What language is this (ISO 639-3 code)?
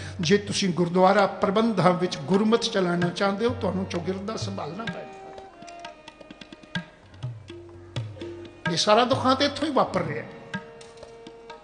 pan